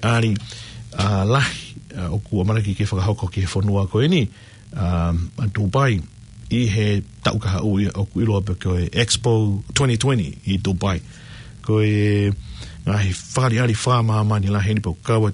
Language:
Tongan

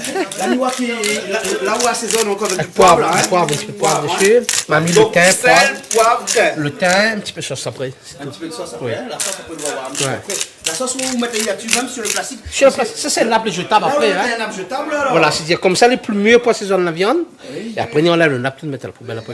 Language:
Réunion Creole French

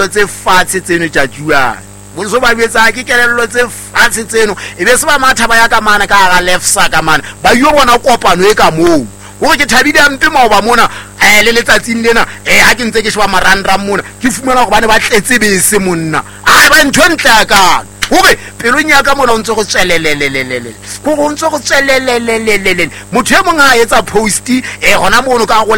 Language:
Southern Sotho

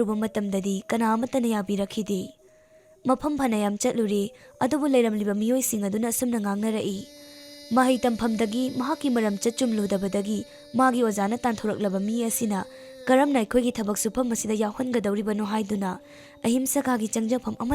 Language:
Manipuri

